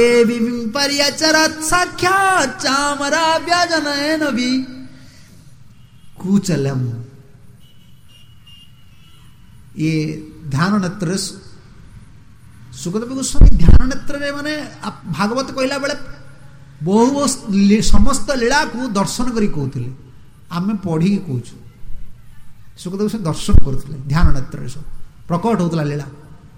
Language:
Odia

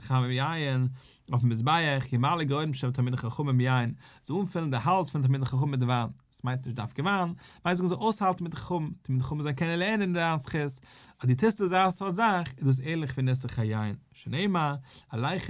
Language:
Yiddish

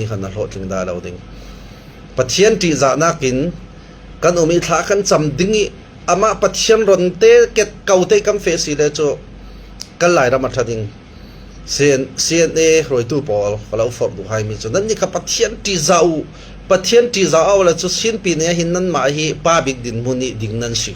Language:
Falam Chin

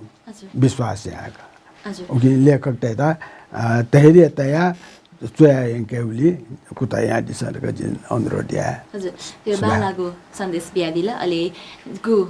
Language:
Newari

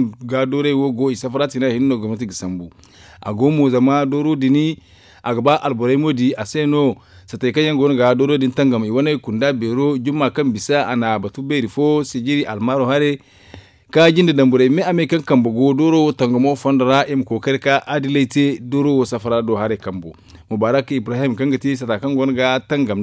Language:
Zarma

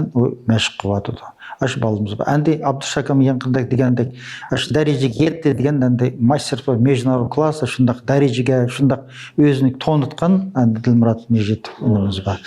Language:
Uyghur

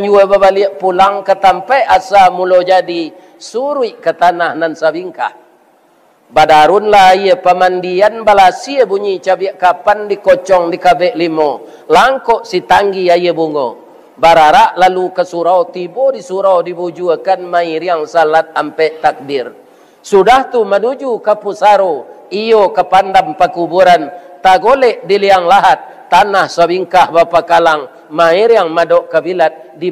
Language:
Minangkabau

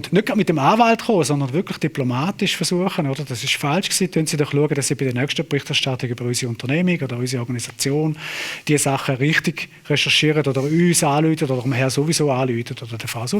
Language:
Swiss German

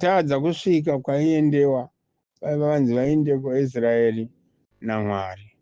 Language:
Shona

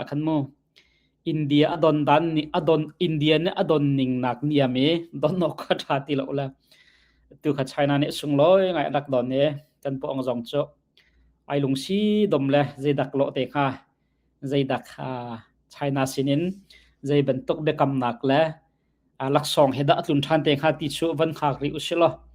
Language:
Hakha Chin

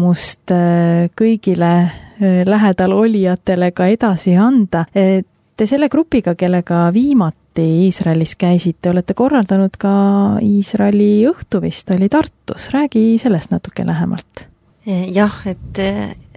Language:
Estonian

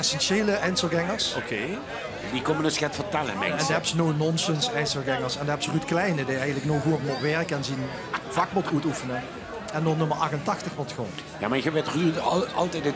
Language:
Limburgish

